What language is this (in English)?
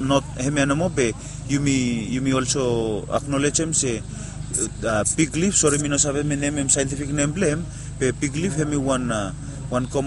Bislama